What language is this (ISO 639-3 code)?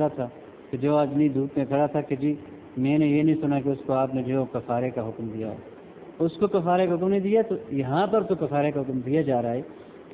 urd